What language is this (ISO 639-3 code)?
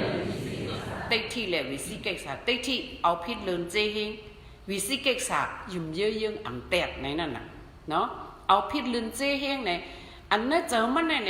shn